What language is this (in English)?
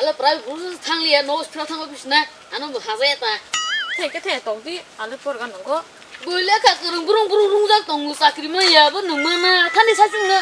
Kok Borok